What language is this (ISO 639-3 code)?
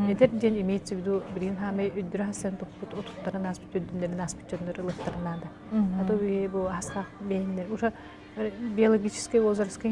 sah